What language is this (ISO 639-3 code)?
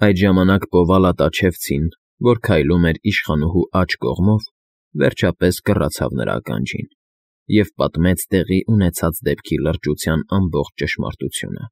hye